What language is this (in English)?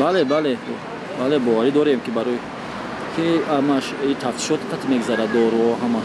Tajik